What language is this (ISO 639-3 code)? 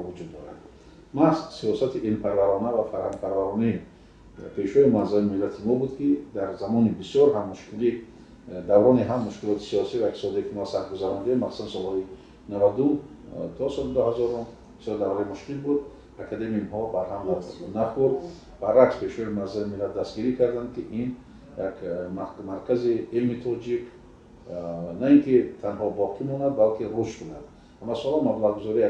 tgk